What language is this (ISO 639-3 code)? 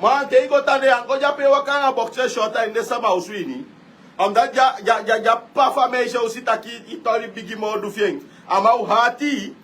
srn